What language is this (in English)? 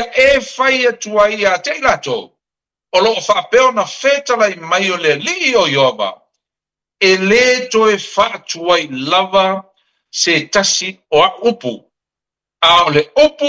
Samoan